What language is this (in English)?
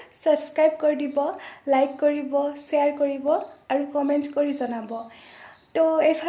Assamese